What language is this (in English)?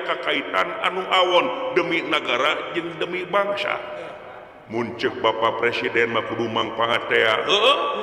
Sundanese